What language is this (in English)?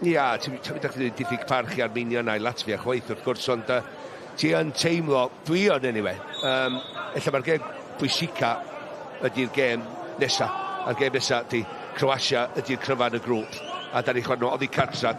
Welsh